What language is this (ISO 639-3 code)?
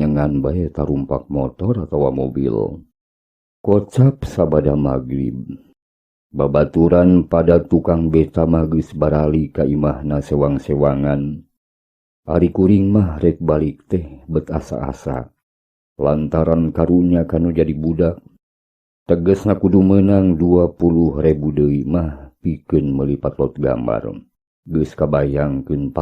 sun